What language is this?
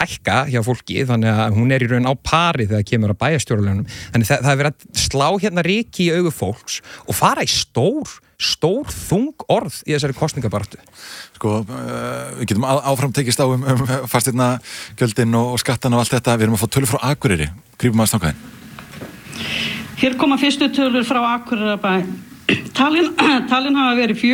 Icelandic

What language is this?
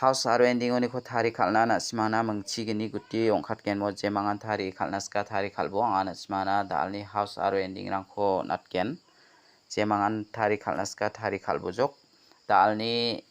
Garo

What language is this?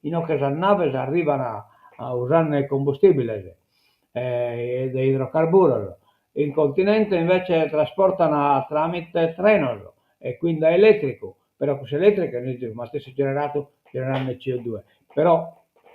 Sardinian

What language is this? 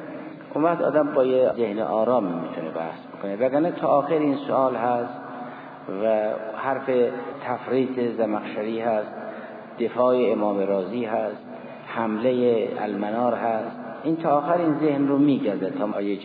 Persian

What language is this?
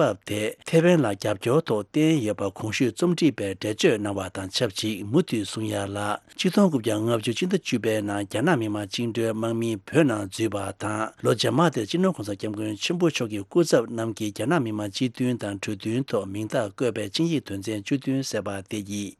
Tibetan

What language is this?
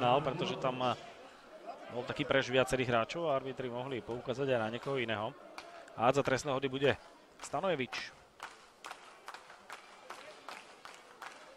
Slovak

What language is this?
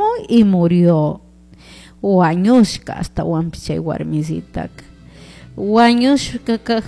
Chimborazo Highland Quichua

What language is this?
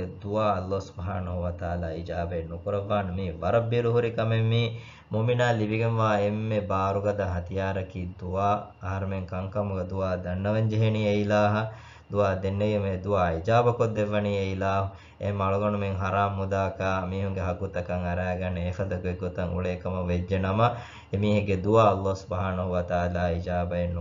Divehi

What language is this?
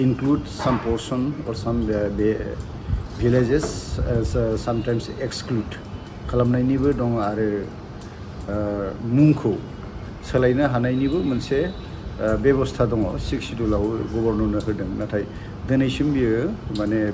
Bodo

